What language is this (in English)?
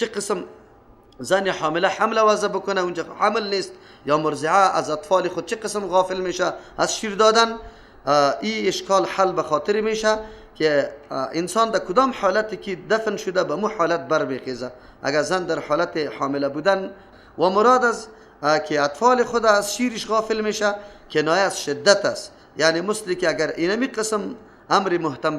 Persian